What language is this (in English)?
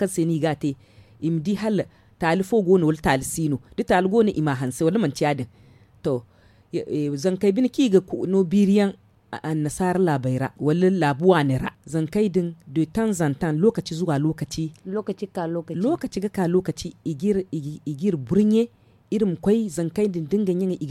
Zarma